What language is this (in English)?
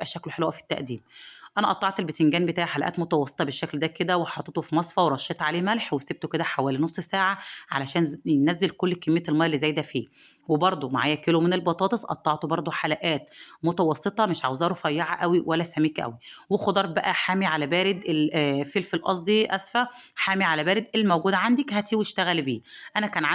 Egyptian Arabic